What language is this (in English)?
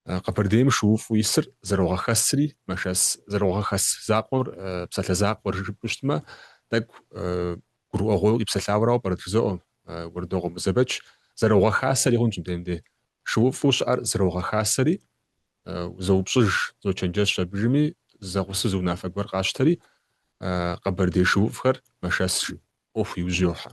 Kabardian